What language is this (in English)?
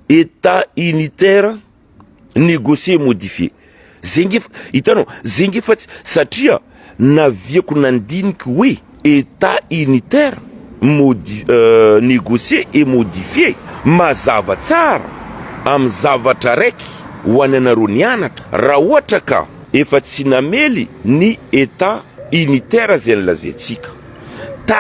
Malagasy